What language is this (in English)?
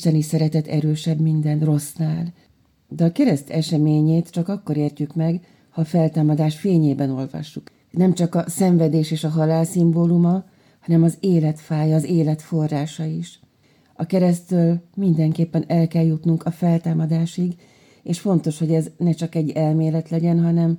Hungarian